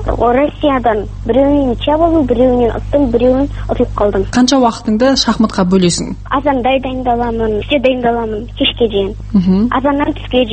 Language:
Kazakh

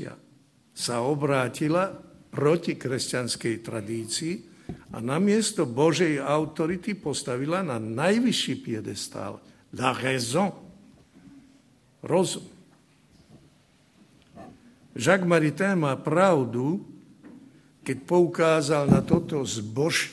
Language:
Slovak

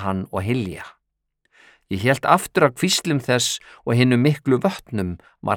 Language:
Icelandic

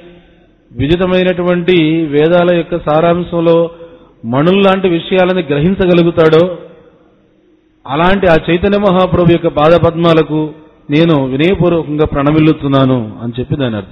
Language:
Telugu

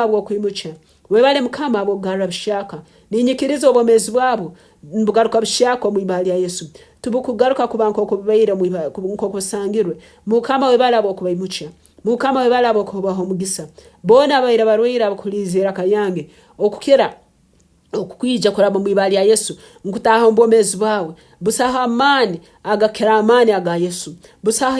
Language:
Nyankole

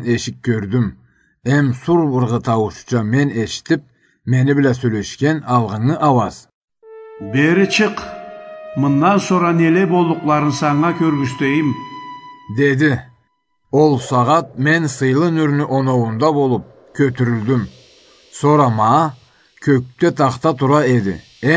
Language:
Karachay-Balkar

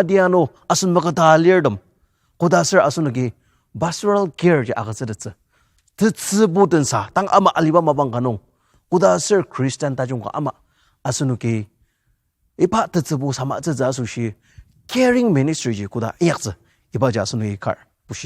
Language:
Ao Naga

